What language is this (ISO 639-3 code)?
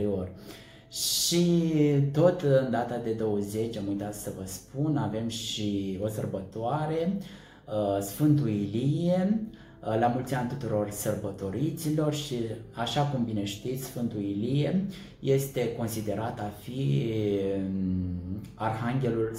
ron